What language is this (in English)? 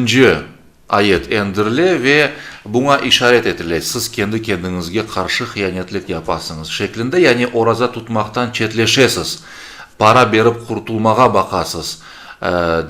Crimean Tatar